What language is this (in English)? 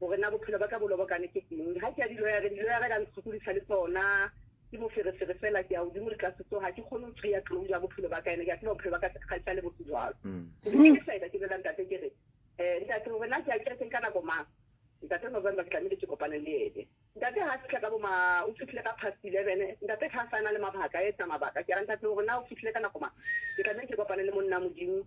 Southern Sotho